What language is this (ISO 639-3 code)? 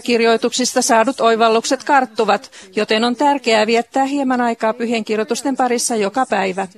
fin